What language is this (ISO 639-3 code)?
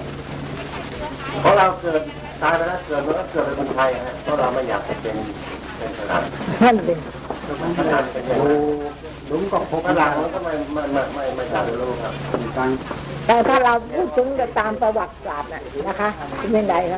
tha